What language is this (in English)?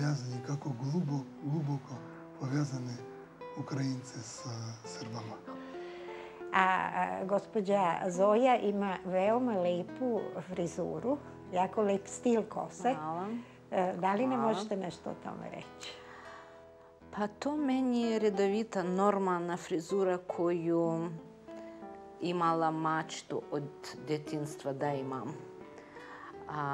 Serbian